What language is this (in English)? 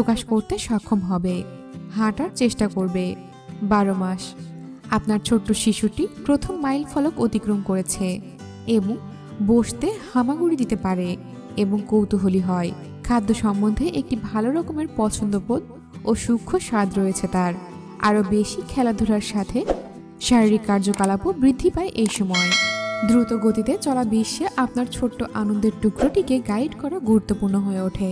Bangla